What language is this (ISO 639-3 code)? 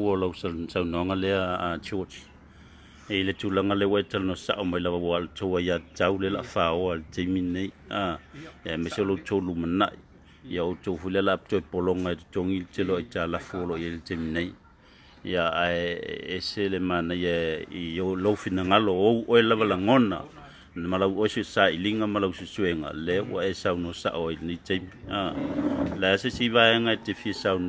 smo